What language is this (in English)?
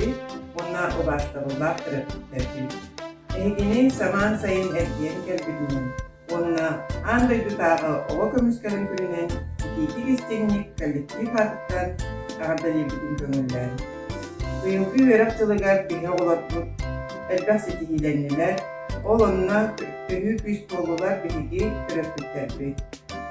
Yakut